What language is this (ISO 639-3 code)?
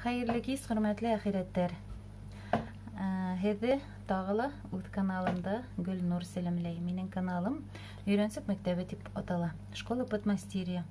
bak